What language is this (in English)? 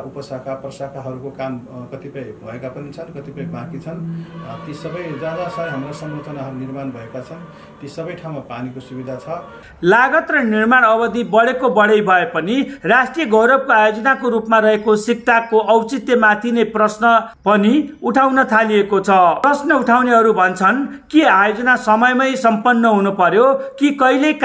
Nepali